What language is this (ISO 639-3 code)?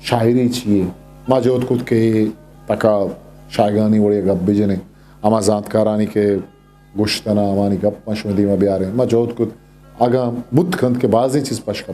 bgp